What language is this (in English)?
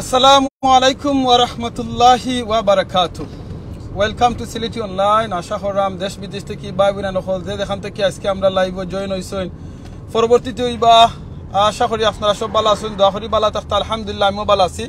Sylheti